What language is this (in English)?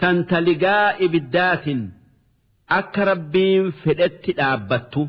Oromo